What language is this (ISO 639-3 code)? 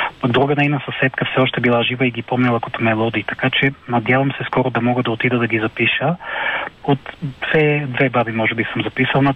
bul